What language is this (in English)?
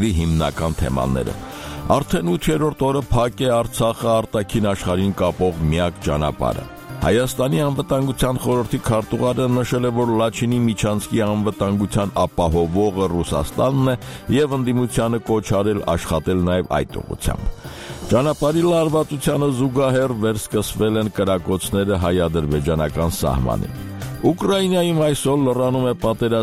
Armenian